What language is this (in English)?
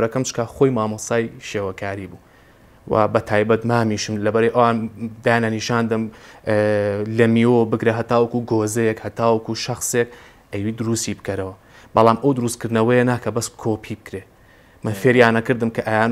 Central Kurdish